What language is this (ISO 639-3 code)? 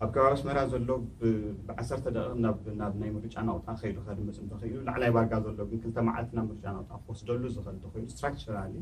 tir